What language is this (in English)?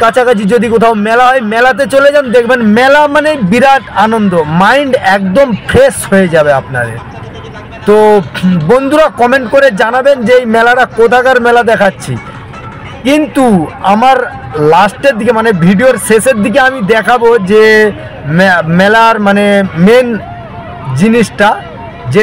Bangla